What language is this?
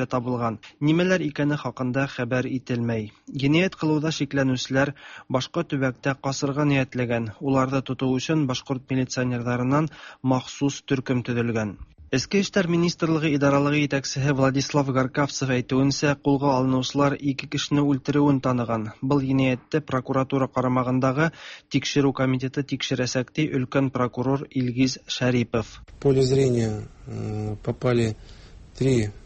Tatar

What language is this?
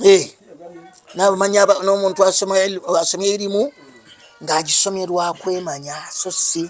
Ganda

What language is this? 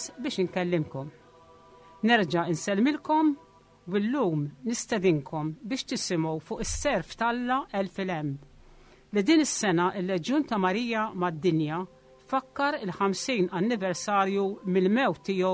Maltese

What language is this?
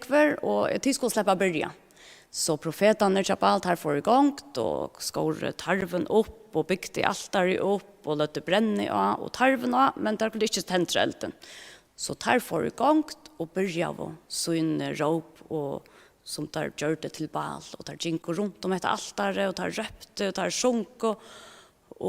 Faroese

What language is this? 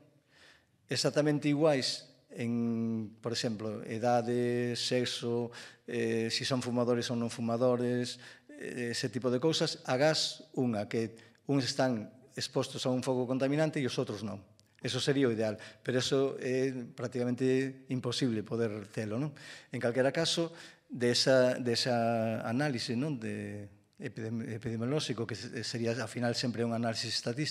Galician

